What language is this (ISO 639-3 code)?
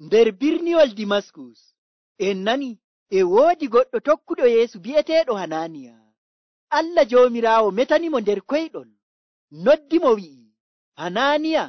fuv